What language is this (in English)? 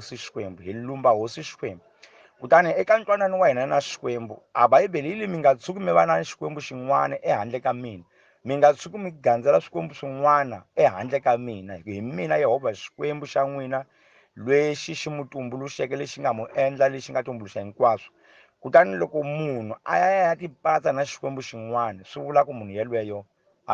Tsonga